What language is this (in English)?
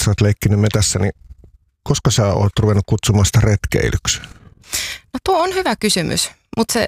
Finnish